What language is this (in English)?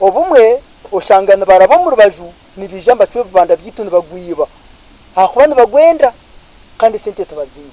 Nyankole